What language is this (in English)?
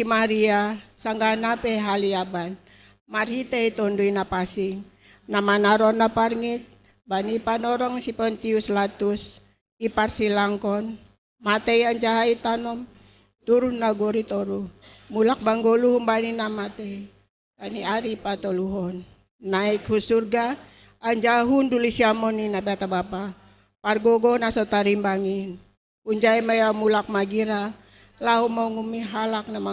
Batak Simalungun